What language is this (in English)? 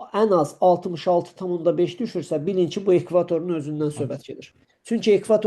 Azerbaijani